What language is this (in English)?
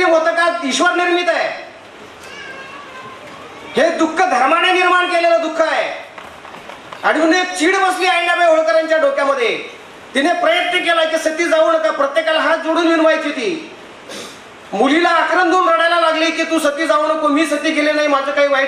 Marathi